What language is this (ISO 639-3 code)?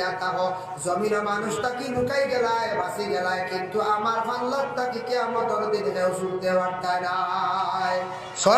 syl